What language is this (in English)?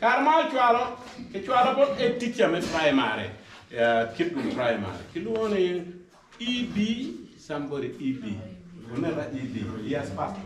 Acoli